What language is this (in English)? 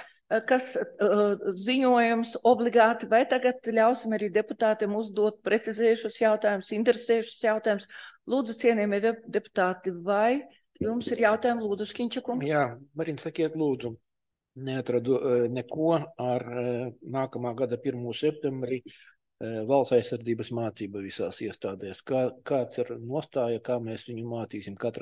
Latvian